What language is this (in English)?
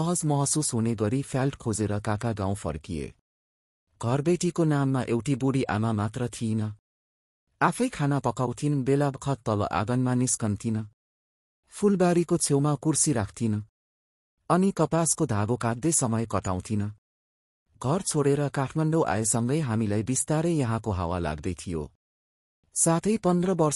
Nepali